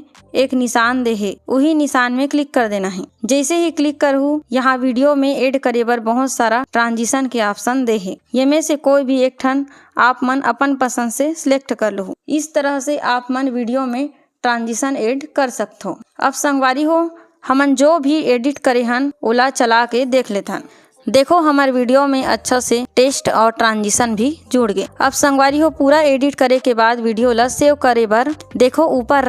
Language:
Chhattisgarhi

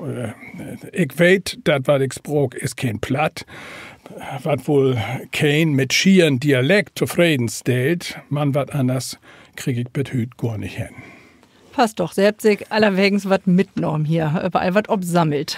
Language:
Low German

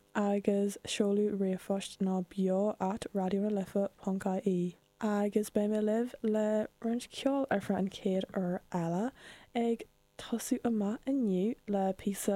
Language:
Irish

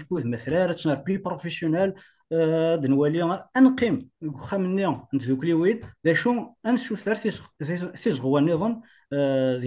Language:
Kabyle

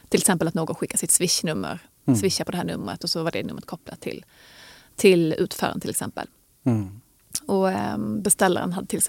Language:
Swedish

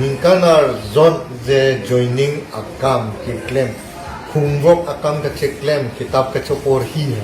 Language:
Karbi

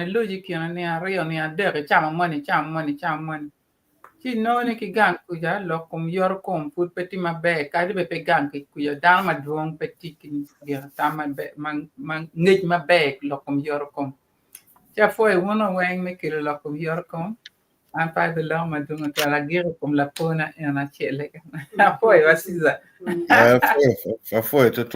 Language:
Acoli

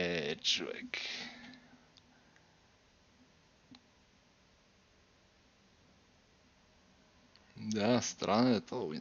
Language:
Bulgarian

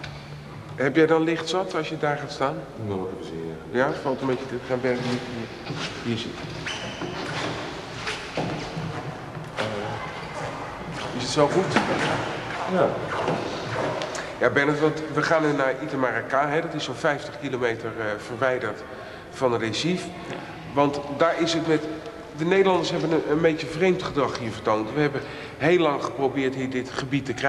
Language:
Dutch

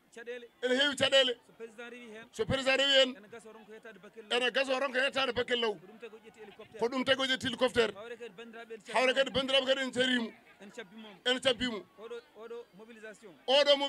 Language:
Fula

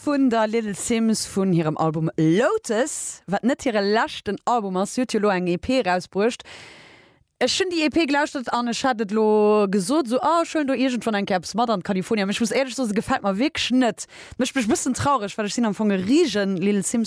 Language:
Luxembourgish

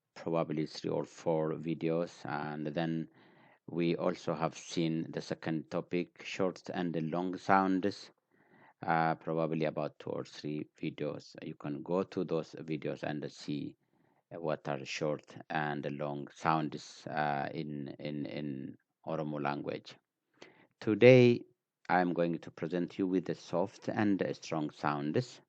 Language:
English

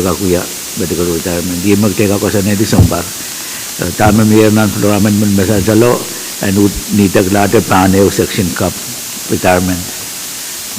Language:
Pohnpeian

